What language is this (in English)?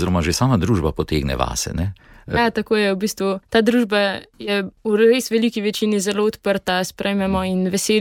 Slovenian